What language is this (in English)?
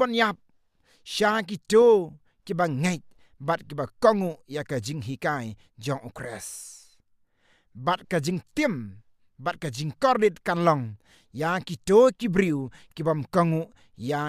Khasi